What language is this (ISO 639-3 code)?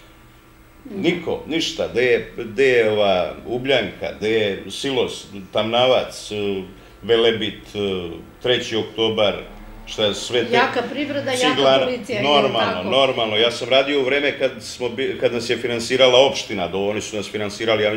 srp